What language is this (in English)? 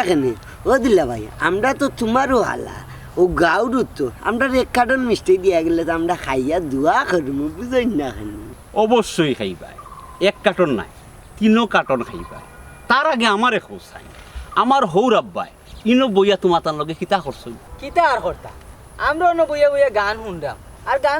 Sylheti